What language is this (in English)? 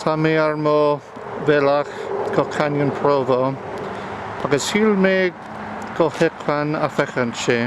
Irish